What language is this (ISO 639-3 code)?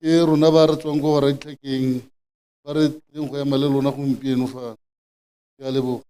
tsn